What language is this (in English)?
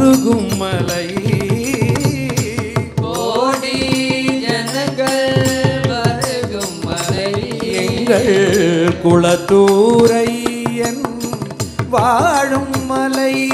Tamil